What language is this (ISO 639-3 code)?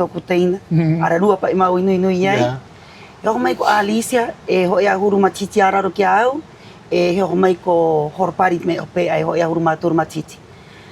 rap